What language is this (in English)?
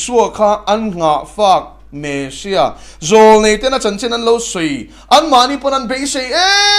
Mizo